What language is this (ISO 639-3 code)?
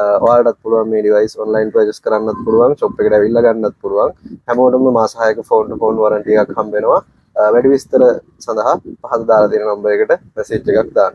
sin